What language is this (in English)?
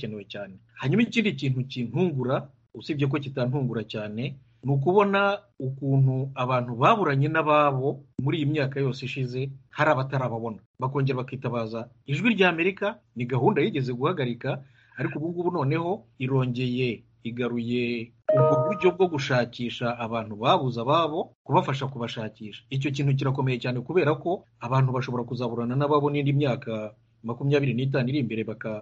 Kinyarwanda